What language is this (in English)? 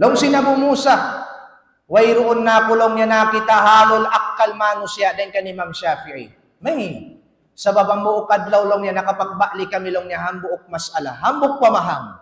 Tausug